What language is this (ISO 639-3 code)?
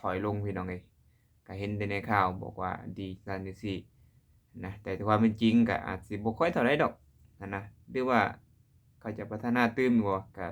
lao